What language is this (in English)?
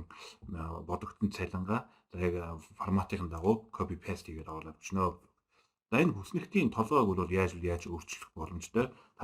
Mongolian